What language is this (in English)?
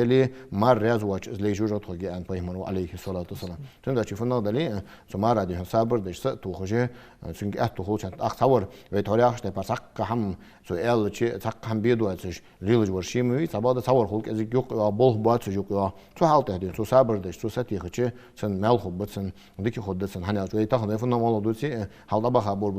Ingush